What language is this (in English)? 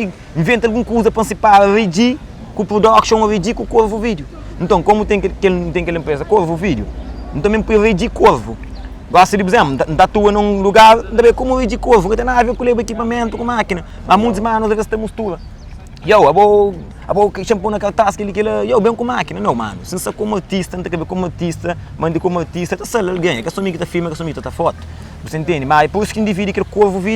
Kabuverdianu